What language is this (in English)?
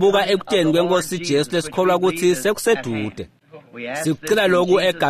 Swati